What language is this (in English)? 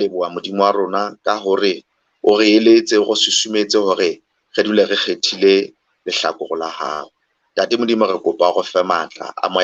Southern Sotho